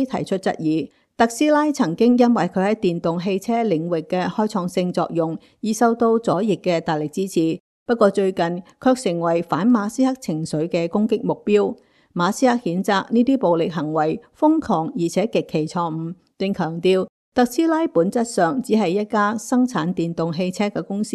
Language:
Cantonese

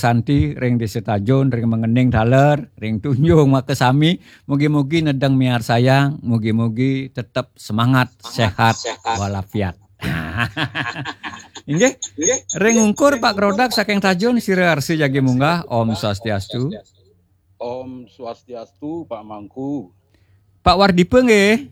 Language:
Balinese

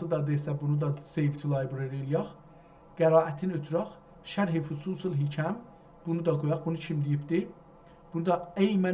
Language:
South Azerbaijani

